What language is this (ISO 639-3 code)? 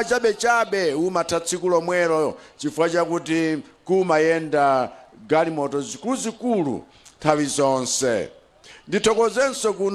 nya